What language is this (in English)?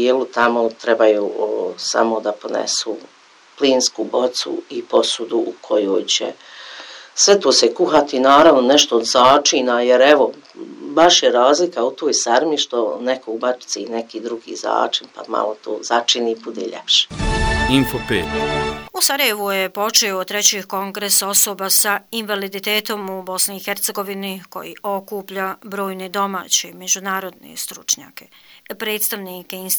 Bosnian